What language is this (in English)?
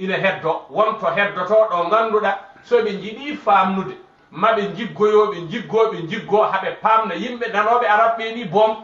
Fula